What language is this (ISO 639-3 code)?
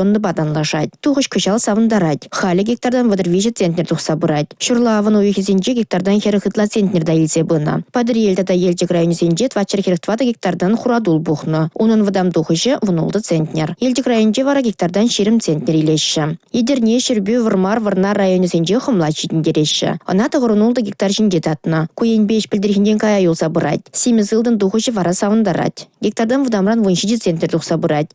chv